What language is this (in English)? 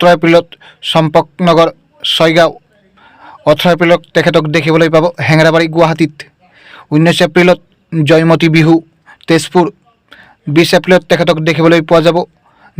Assamese